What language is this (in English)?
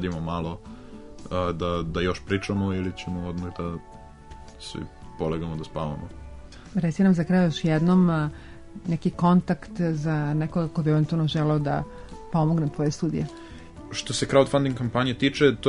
Serbian